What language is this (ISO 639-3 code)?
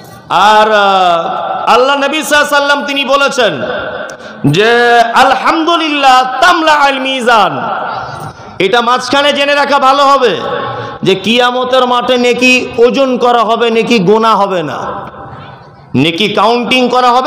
ben